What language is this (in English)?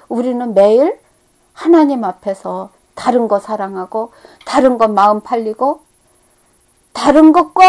Korean